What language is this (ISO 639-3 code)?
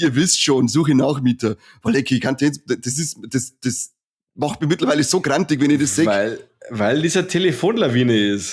bar